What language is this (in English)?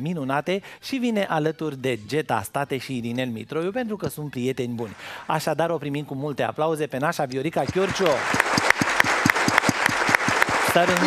Romanian